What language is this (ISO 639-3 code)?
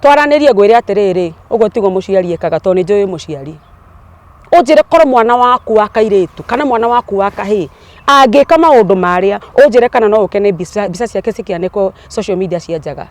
kik